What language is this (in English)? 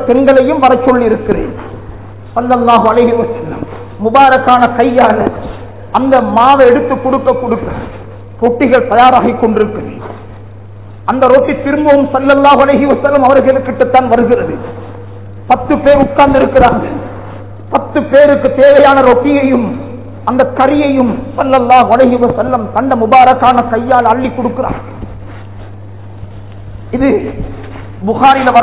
Tamil